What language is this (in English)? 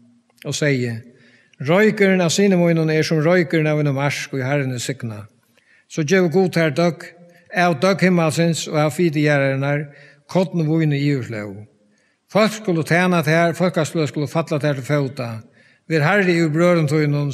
Faroese